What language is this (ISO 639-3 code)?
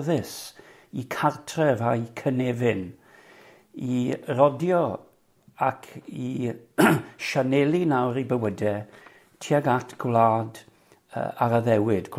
cym